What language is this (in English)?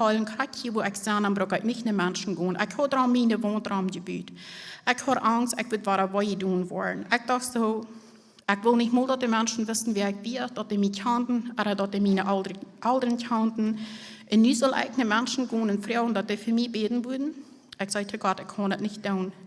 Plautdietsch